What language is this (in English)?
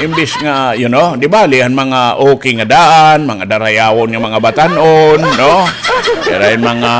Waray